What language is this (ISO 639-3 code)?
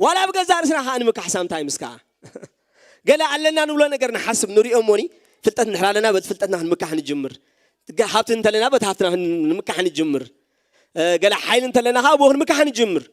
tir